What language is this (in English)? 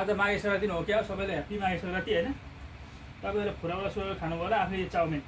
Nepali